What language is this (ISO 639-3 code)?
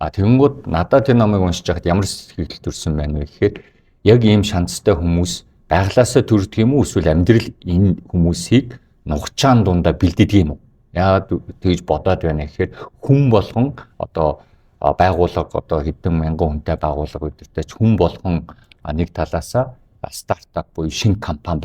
mon